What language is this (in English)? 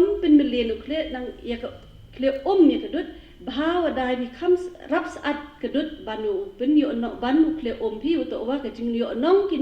Pnar